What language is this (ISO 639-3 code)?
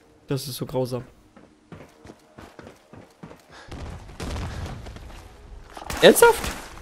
deu